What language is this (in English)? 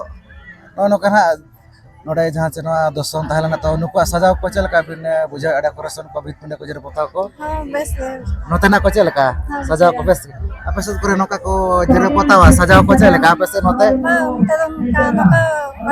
Santali